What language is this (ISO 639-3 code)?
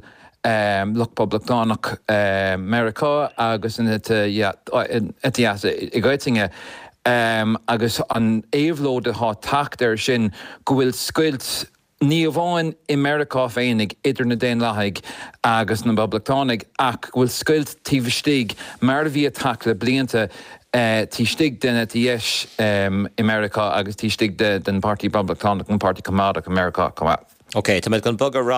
gle